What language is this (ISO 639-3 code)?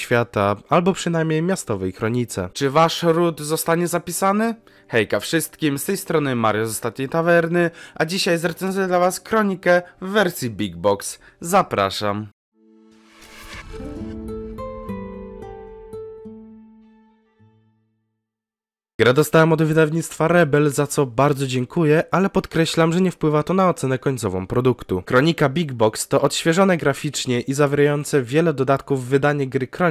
pol